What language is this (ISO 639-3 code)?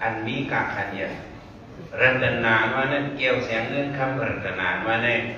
shn